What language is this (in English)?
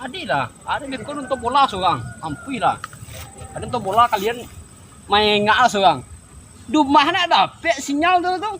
Minangkabau